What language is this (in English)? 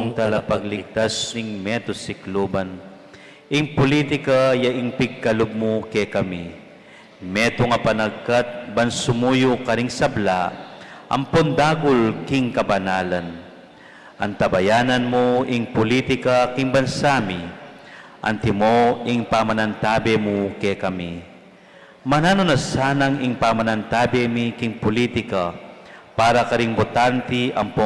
Pampanga